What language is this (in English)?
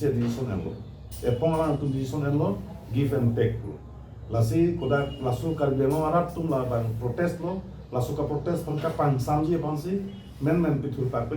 Karbi